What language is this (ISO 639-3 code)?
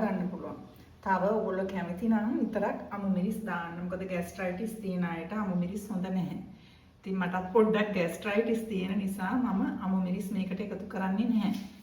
sin